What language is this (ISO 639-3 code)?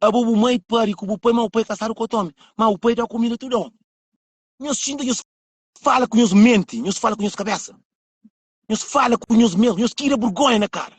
kea